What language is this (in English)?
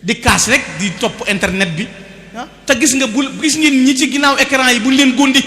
Wolof